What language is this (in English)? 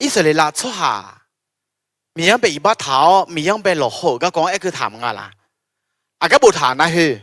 Akha